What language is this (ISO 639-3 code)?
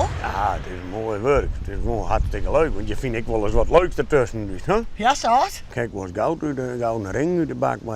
fry